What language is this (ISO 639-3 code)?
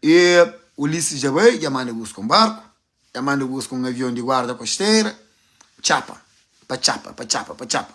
kea